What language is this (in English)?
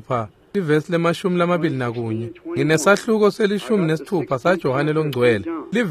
Swati